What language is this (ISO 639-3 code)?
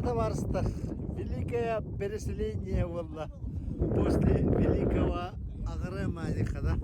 sah